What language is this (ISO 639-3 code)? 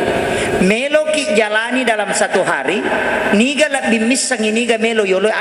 bug